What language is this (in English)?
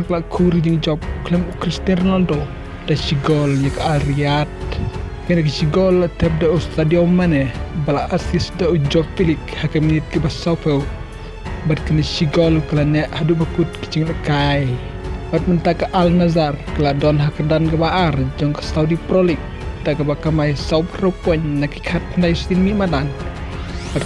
Khasi